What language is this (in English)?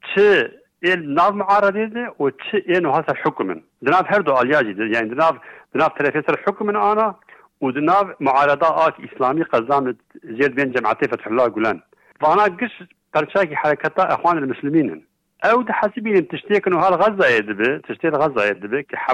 Kurdish